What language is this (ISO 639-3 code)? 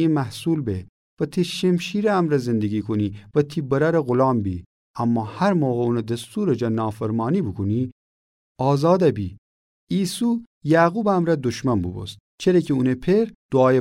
glk